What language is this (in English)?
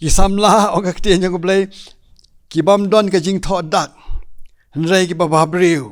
Khasi